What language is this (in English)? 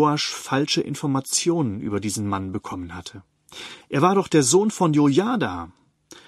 German